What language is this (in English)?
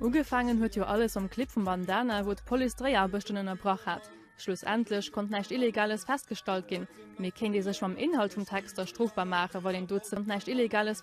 Luxembourgish